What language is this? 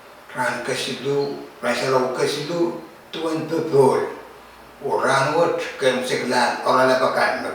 Pohnpeian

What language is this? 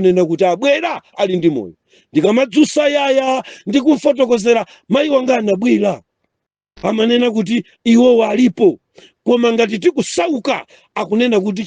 Nyanja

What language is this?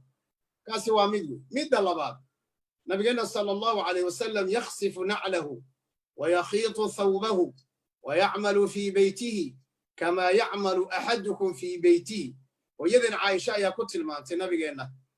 Somali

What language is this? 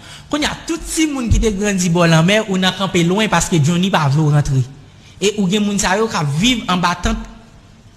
Haitian Creole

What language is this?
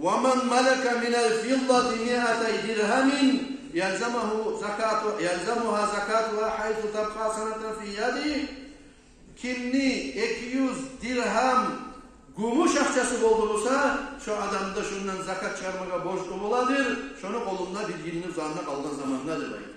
Kumyk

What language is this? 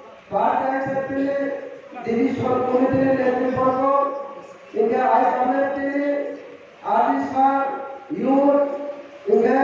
Riang (India)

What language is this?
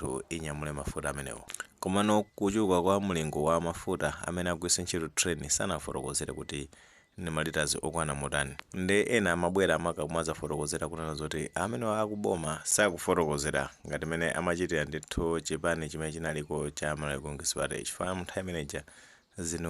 Nyanja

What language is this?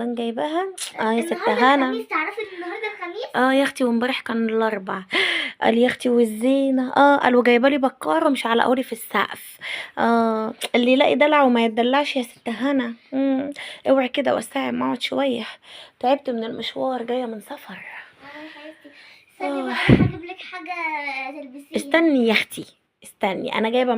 Egyptian Arabic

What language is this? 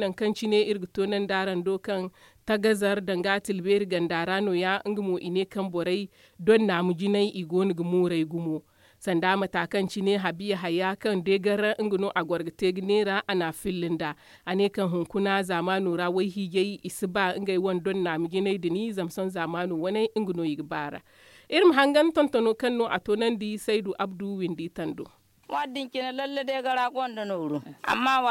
Zarma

